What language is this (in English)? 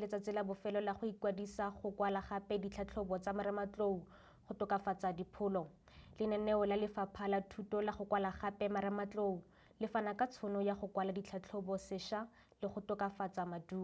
Tswana